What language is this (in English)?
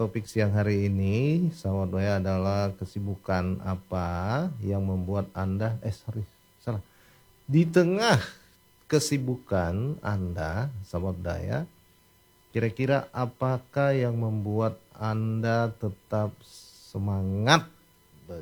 Indonesian